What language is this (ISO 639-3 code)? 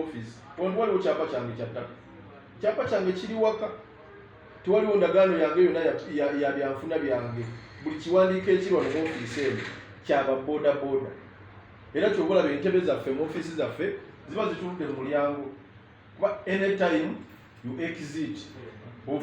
lug